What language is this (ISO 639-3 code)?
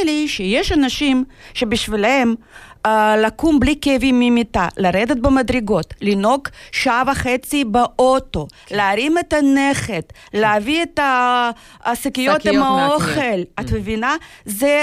heb